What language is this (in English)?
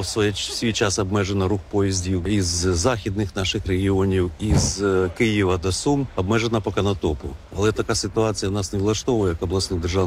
Ukrainian